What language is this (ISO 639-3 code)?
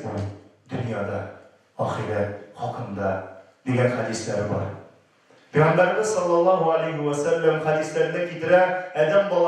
tat